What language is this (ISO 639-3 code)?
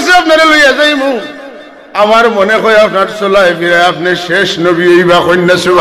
syl